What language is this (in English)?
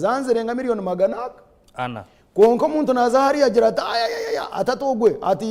Nyankole